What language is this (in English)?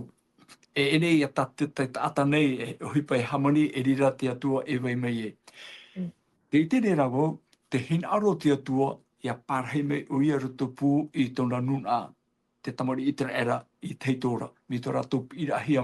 Tahitian